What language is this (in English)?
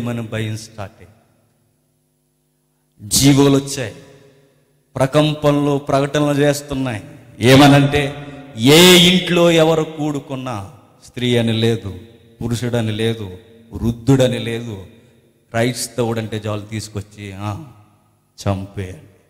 Telugu